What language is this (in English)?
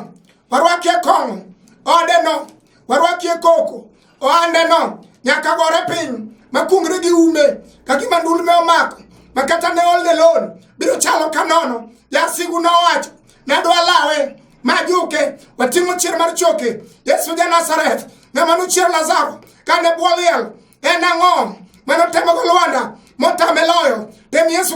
Luo (Kenya and Tanzania)